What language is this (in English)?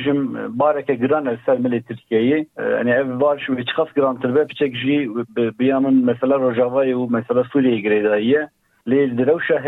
Kurdish